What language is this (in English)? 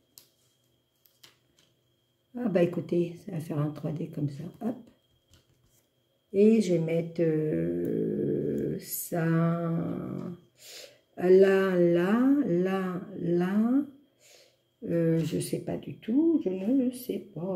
French